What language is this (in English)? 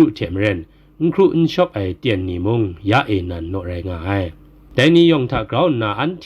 Kachin